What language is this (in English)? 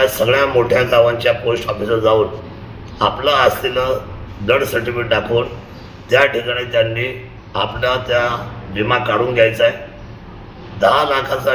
Marathi